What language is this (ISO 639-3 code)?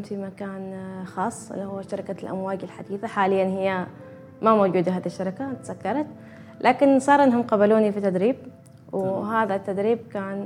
afb